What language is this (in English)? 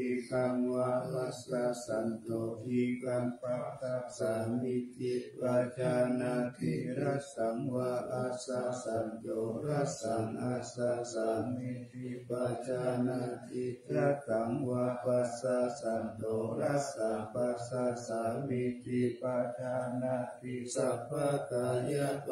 Pali